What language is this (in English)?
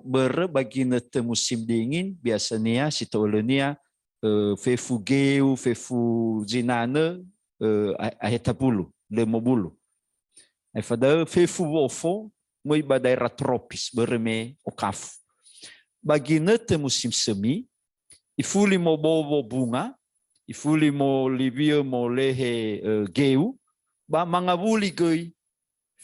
Nias